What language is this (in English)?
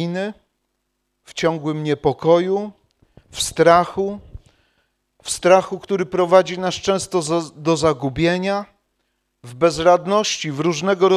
Polish